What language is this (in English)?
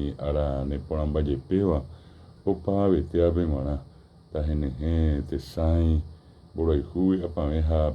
Guarani